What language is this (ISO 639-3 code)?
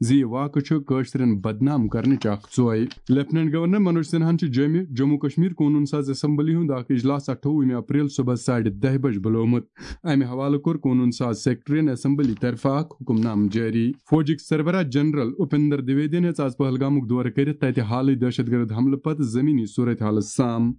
kas